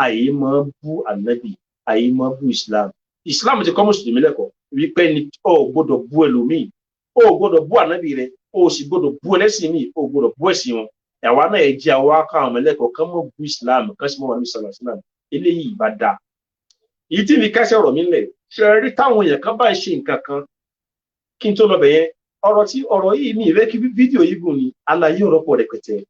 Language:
Yoruba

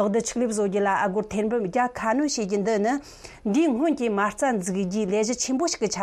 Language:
Tibetan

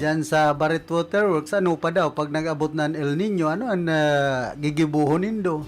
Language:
Bikol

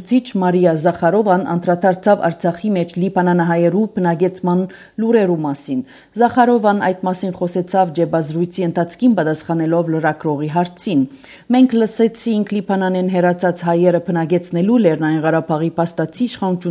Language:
Armenian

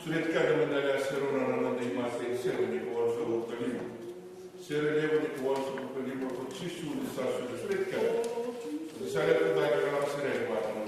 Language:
Fijian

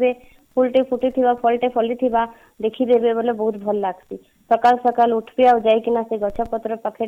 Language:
Odia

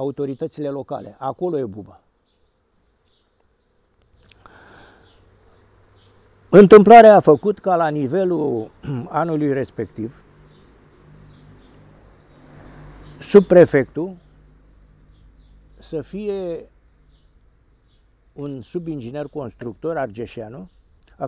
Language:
Romanian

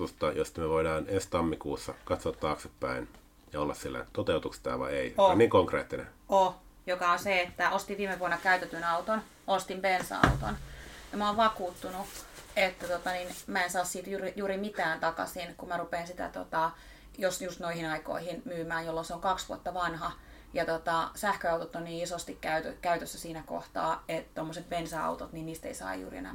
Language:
Finnish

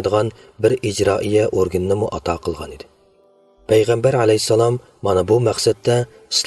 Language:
Uyghur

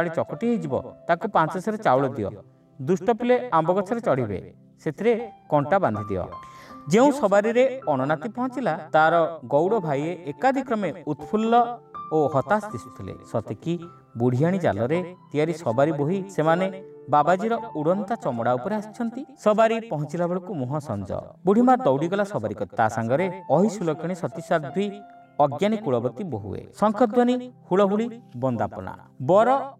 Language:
Odia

